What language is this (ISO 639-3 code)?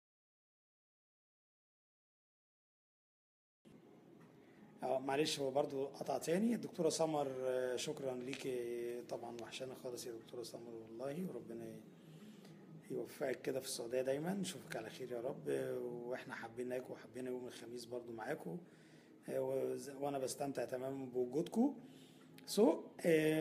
arz